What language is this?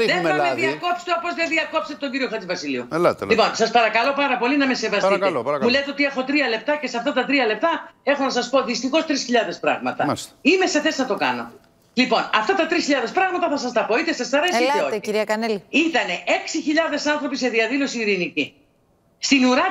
Greek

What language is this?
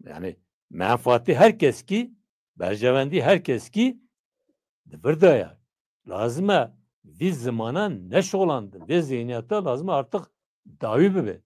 Kurdish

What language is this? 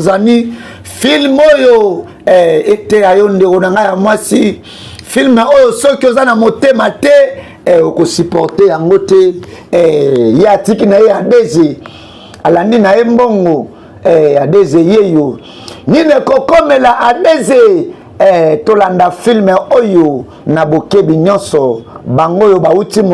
Lingala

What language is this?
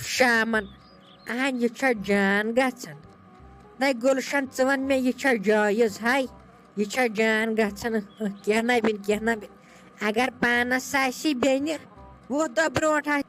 Kashmiri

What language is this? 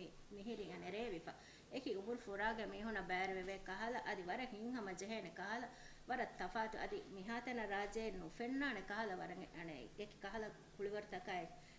Divehi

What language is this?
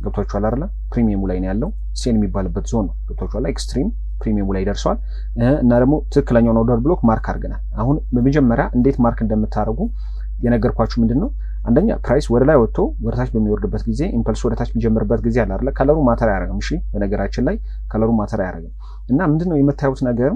Amharic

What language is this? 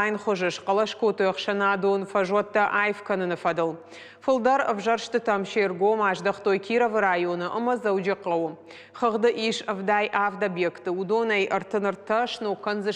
Ossetic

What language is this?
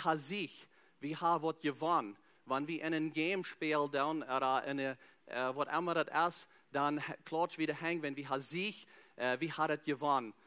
Plautdietsch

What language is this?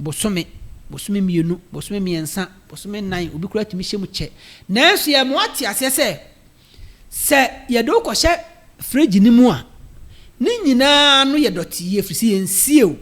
Akan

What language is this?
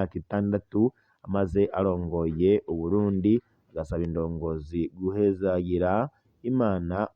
Rundi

